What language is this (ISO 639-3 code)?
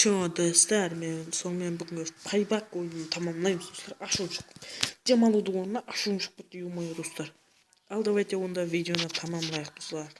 kaa